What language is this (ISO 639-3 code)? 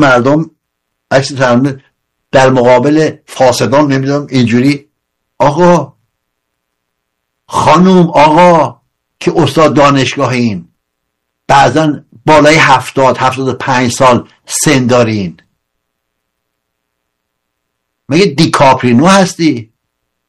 fas